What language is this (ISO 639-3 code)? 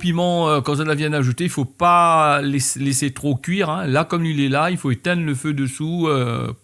rcf